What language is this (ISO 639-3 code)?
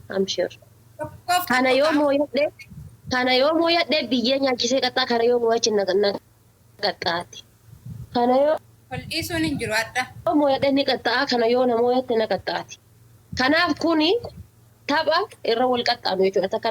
orm